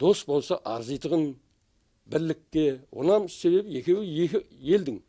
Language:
Kara-Kalpak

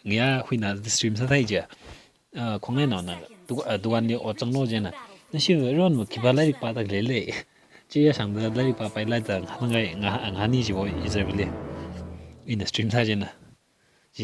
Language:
Tangkhul Naga (India)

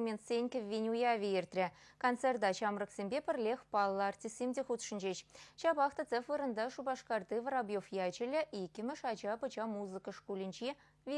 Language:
Chuvash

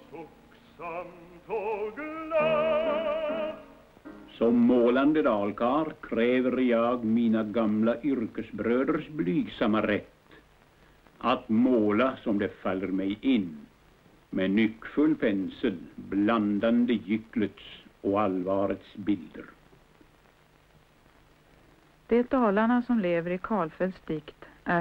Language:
Swedish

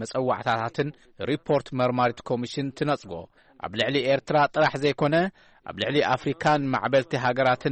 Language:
Tigrinya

